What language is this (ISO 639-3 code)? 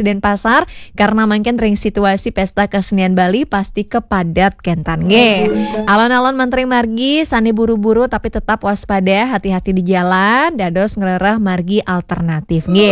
ban